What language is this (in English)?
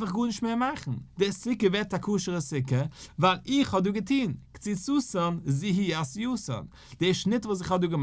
Yiddish